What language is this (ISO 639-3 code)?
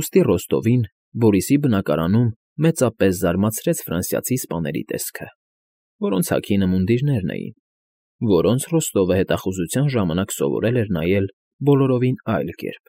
hye